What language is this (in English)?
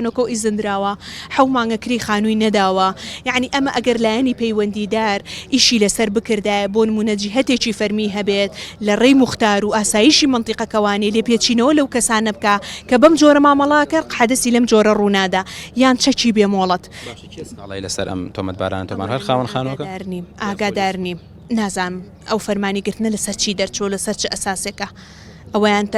Central Kurdish